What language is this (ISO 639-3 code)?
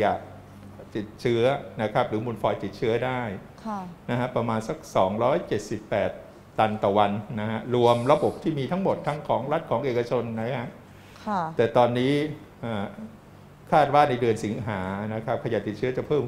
tha